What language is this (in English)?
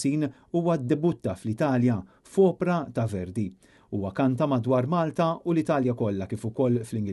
Maltese